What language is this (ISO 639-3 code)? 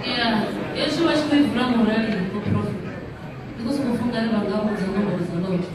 ven